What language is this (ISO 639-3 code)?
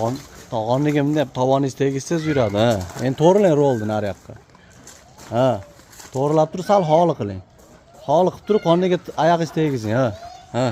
uzb